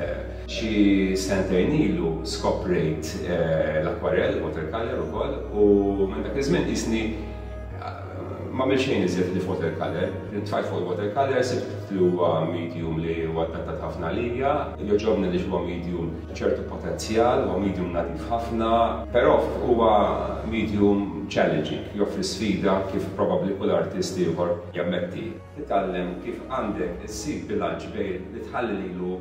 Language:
Maltese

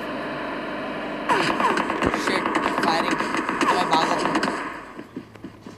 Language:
Hindi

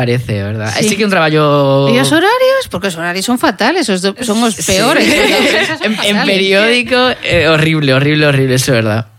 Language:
Galician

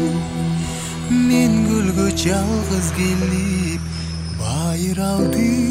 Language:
Kyrgyz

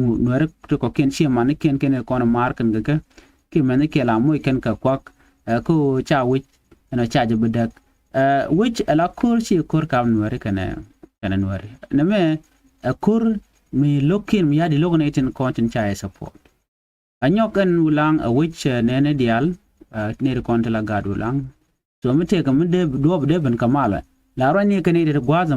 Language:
Nuer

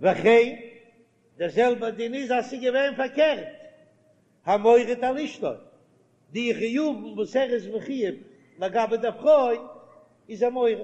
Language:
Yiddish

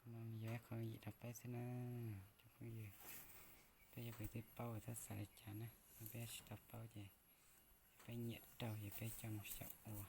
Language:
Hmong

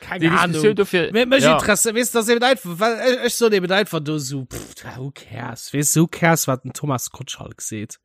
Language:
Luxembourgish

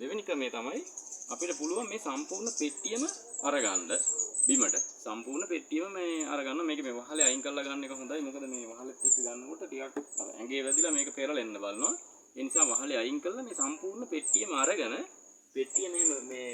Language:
Sinhala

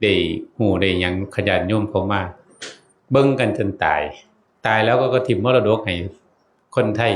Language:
Northeastern Thai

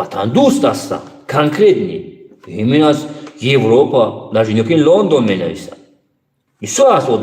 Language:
Tajik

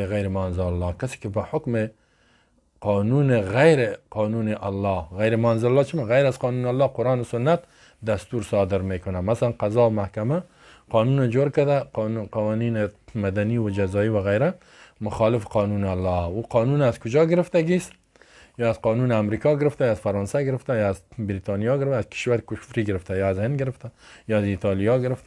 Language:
Persian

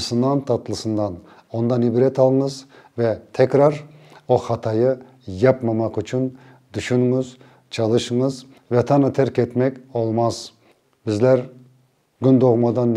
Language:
Crimean Tatar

